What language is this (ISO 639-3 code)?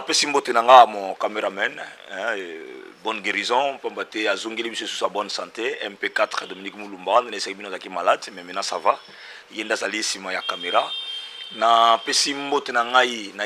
lin